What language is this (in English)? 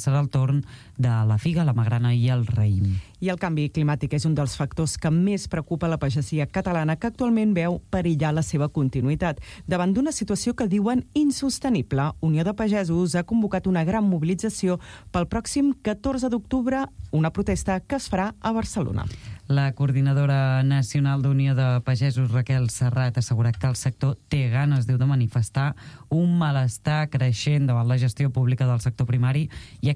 Catalan